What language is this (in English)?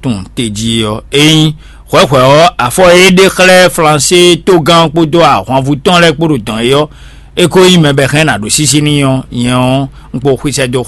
Fon